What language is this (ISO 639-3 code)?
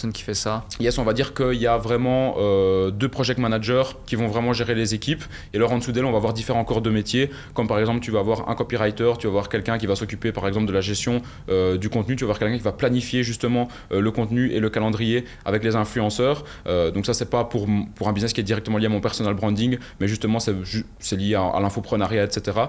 fra